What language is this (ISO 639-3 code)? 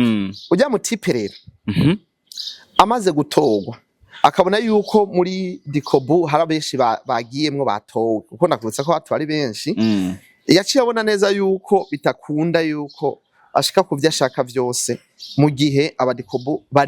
run